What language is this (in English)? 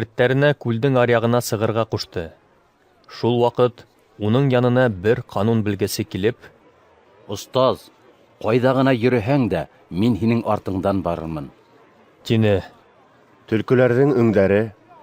Bashkir